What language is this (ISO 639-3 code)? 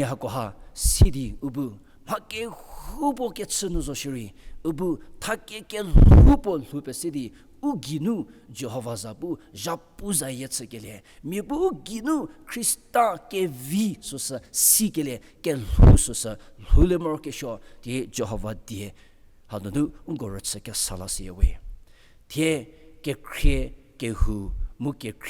njm